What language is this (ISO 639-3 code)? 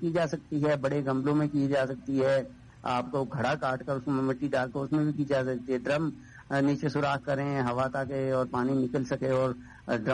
urd